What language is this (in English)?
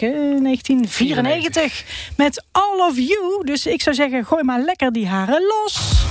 Dutch